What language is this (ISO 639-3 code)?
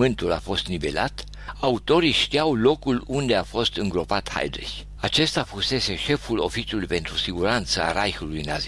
ron